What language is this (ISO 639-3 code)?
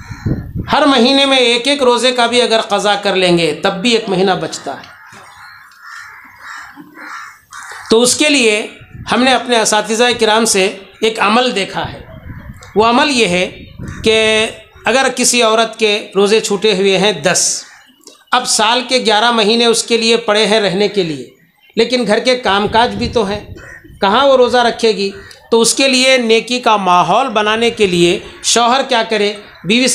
urd